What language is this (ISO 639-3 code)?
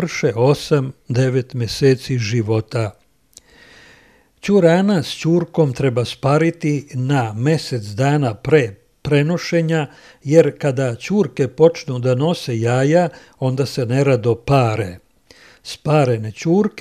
srp